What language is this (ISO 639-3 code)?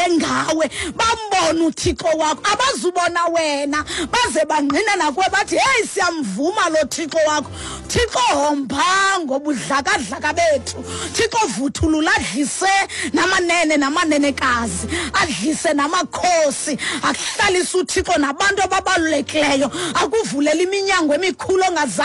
xho